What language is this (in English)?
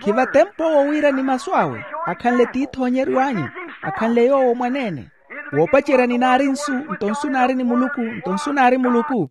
Makhuwa